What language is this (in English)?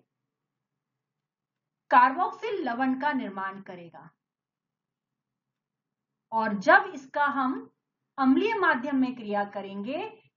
Hindi